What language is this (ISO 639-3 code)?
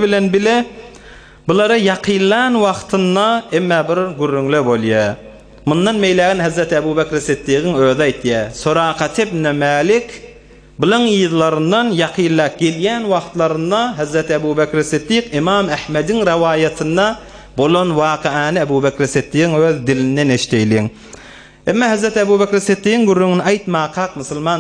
tuk